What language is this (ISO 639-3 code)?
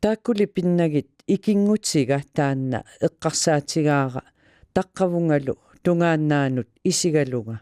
kal